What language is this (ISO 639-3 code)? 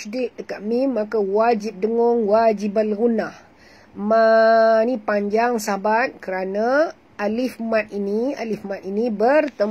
msa